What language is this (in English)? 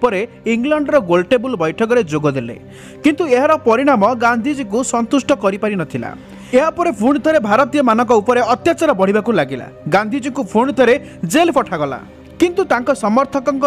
Odia